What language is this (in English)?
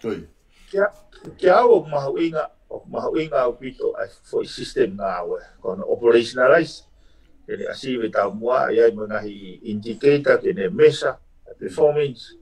Tongan